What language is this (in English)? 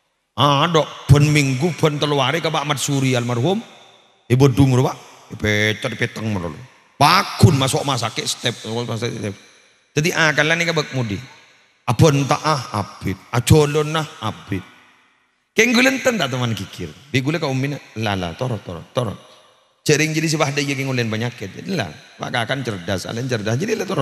Madurese